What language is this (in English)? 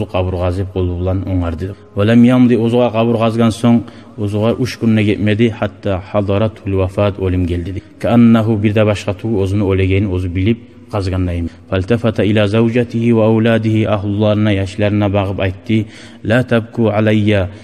Kumyk